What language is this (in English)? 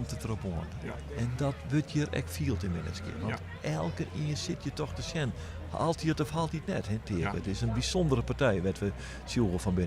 Western Frisian